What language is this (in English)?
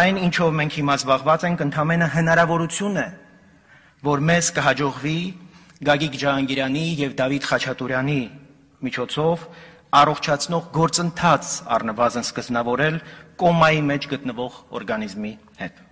Armenian